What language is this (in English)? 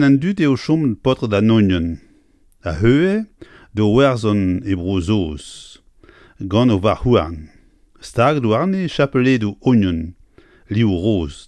Breton